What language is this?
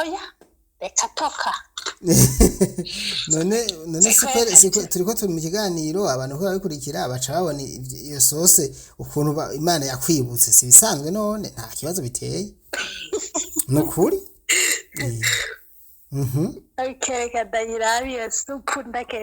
Rundi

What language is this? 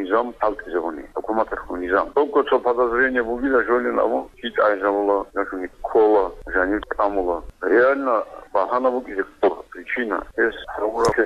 Avaric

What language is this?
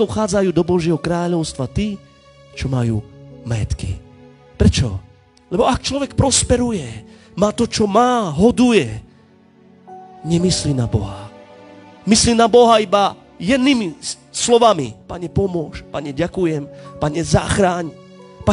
Slovak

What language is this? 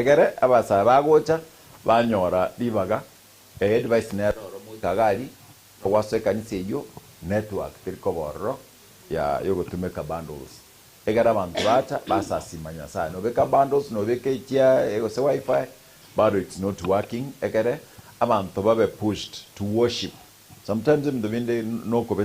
Gusii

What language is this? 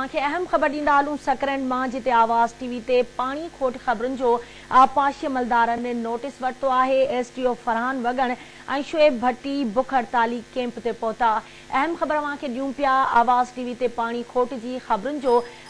Sindhi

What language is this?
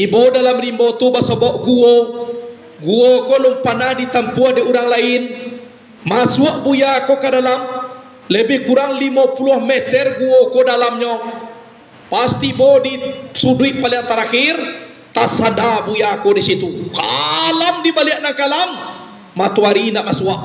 Minangkabau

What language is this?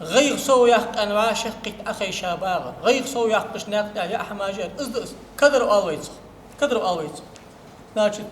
Ingush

